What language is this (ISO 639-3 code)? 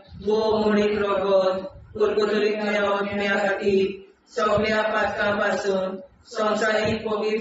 kok